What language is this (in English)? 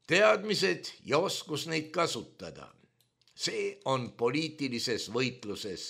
Estonian